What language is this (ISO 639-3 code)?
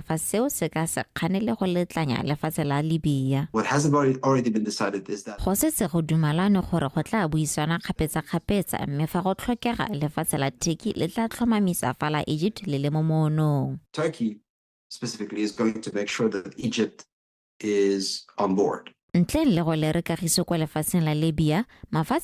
tsn